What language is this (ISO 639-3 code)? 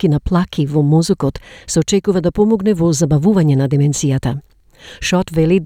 mkd